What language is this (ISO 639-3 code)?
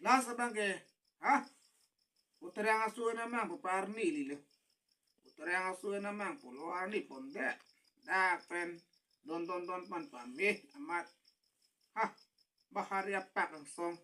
mjw